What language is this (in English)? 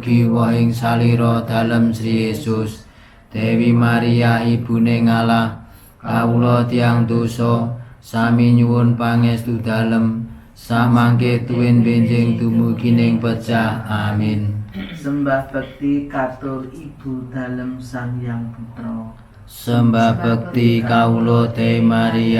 Javanese